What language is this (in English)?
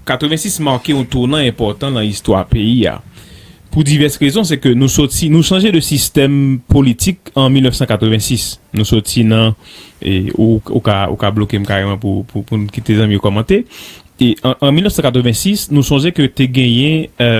Haitian Creole